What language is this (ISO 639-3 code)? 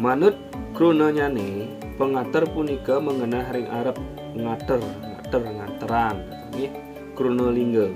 ban